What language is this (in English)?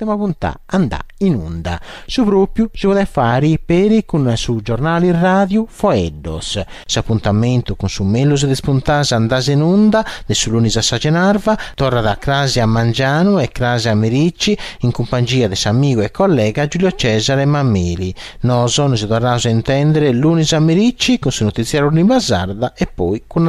Sardinian